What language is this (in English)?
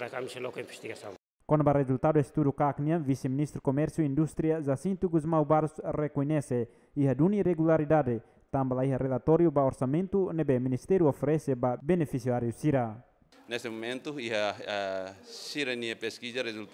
Tetum